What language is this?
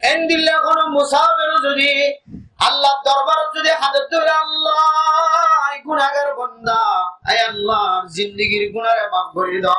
Rohingya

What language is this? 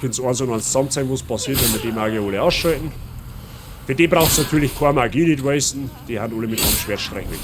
Bavarian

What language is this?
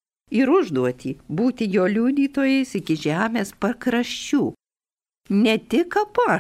Lithuanian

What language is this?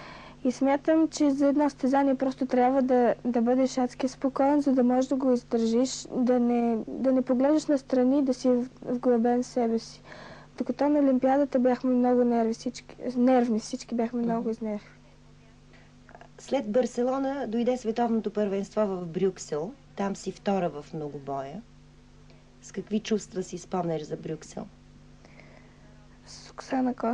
Bulgarian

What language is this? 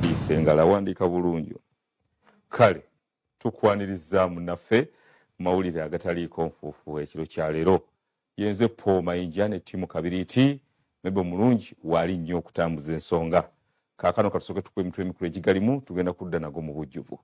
Ganda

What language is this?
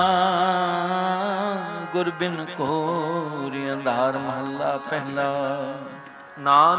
Punjabi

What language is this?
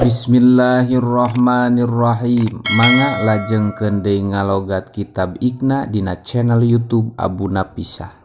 Sundanese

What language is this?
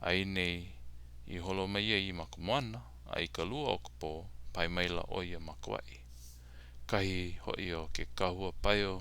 Hawaiian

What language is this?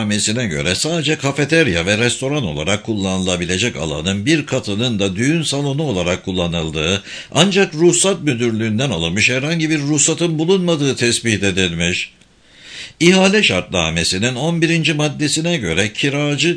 Turkish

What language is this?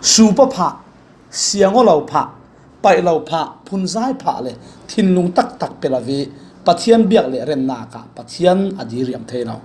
Falam Chin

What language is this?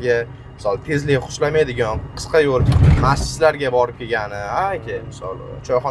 Uzbek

